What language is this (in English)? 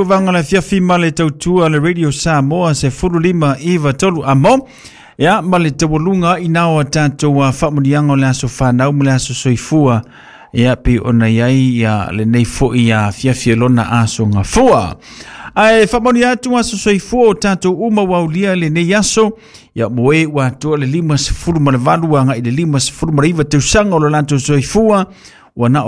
Samoan